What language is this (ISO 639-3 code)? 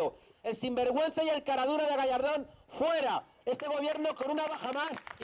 spa